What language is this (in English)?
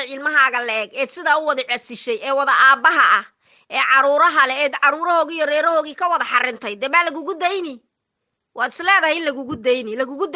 Somali